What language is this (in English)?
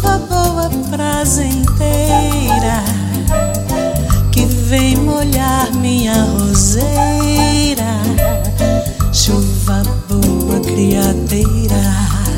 Portuguese